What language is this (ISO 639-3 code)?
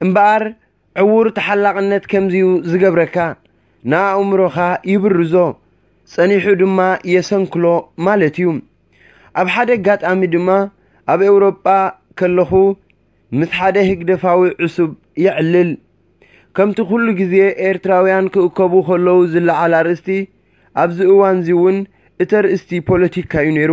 tir